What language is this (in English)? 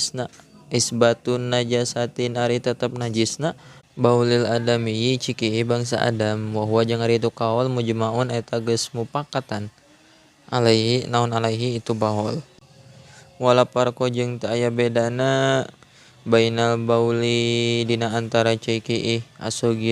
Sundanese